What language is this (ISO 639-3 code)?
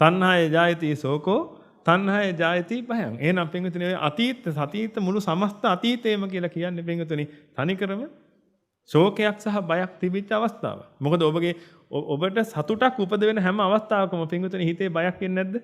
sin